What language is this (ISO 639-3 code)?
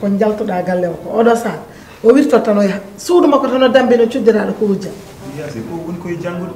ful